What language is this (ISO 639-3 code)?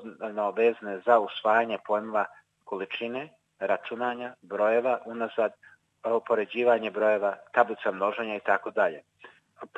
srp